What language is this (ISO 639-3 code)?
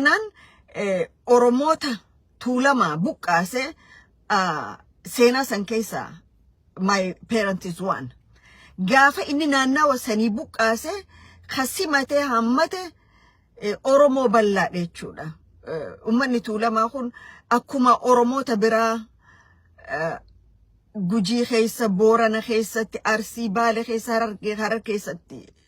orm